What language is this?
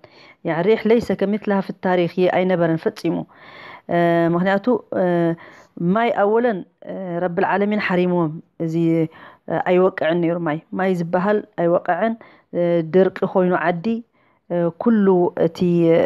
Tigrinya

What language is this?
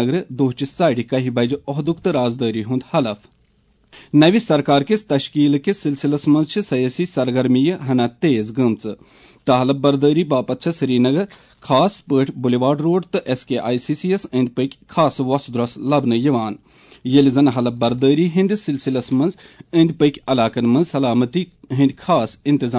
Kashmiri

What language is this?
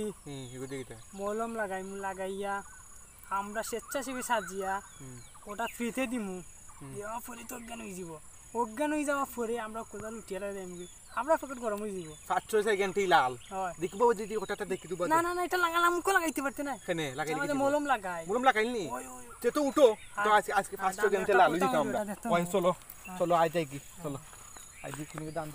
Sylheti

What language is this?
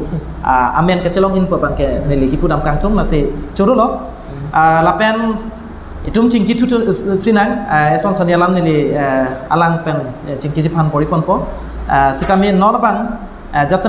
Karbi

